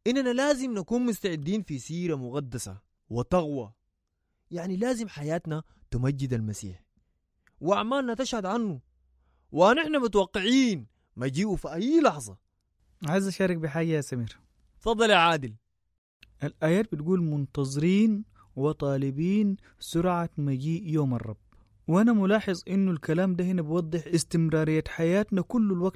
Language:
Sudanese Arabic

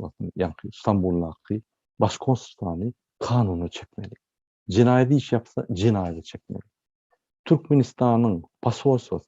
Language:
Turkmen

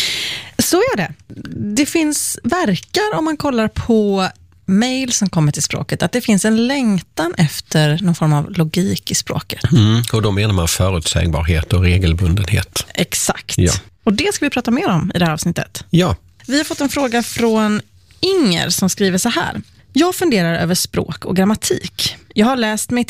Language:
Swedish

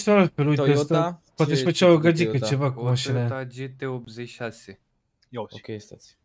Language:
Romanian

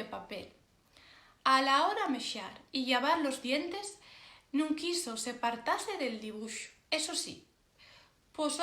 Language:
Asturian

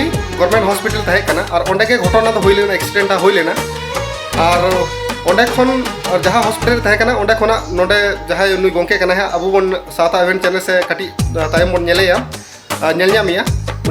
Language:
Santali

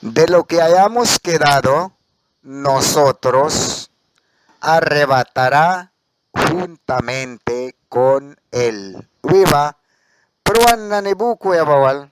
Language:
Mískito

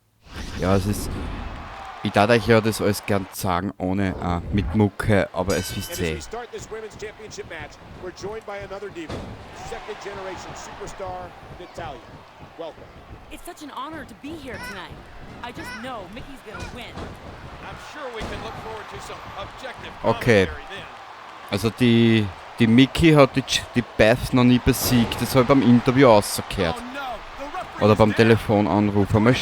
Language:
Bavarian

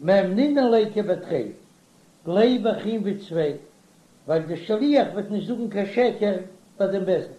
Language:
Yiddish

